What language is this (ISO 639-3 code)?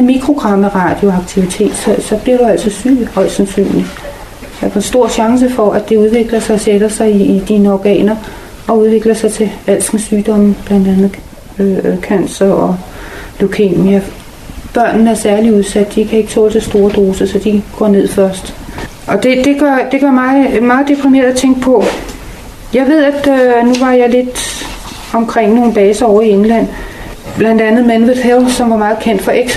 dan